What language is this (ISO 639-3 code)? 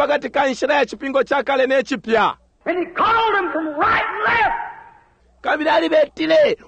bem